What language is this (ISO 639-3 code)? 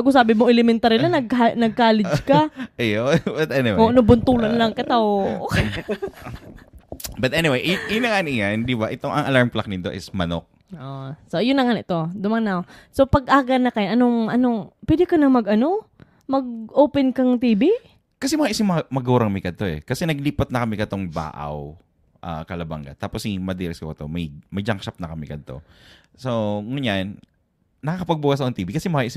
bik